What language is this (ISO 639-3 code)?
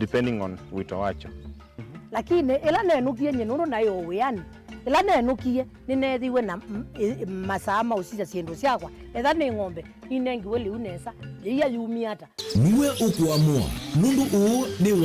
kam